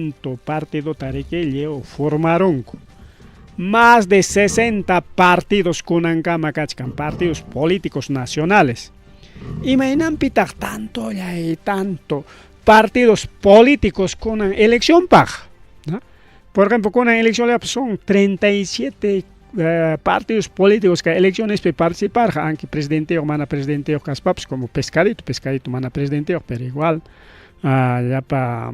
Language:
Ayacucho Quechua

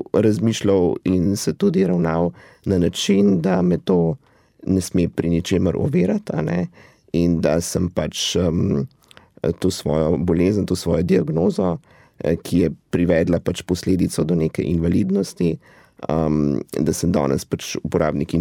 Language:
Slovenian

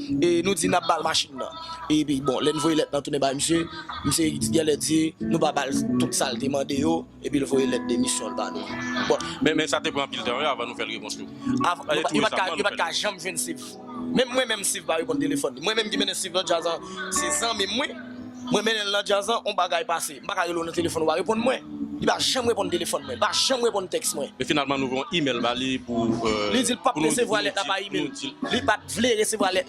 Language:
Haitian Creole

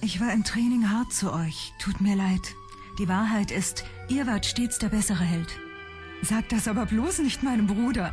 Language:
Swiss German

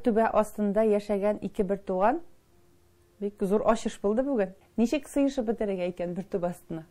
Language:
Tatar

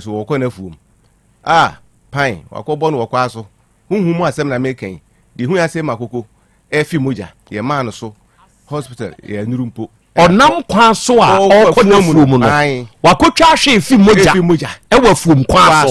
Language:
Akan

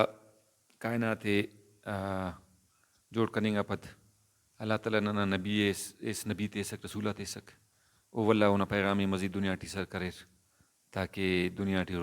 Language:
Brahui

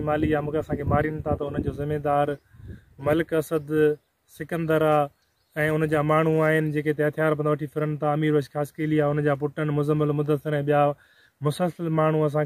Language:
Sindhi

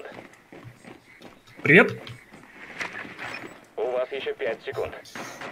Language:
Russian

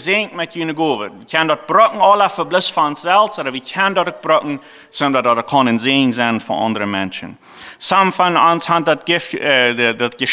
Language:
Plautdietsch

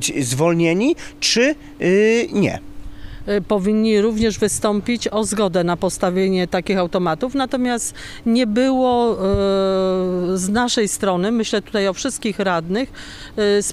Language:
Polish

